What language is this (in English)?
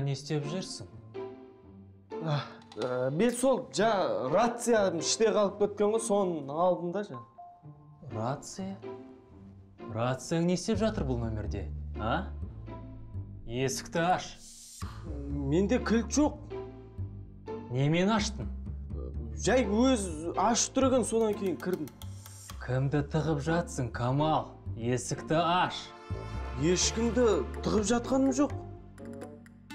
Kazakh